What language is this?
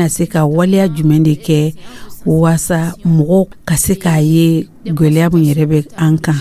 Dyula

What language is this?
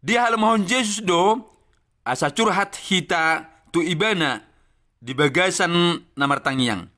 Batak Toba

